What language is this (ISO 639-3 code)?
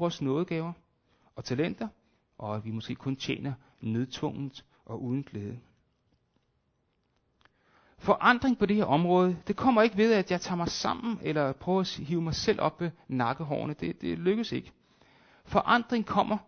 dan